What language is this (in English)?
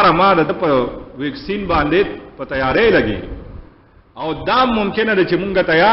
Pashto